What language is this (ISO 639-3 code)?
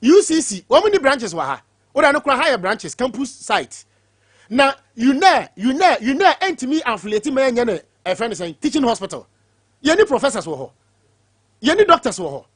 aka